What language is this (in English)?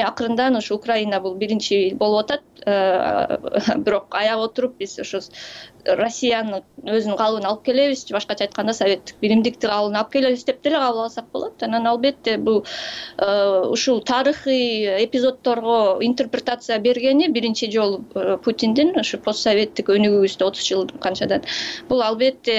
Kyrgyz